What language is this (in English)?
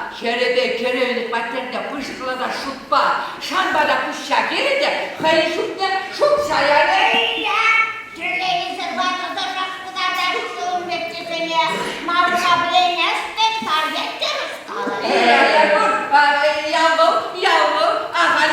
Chuvash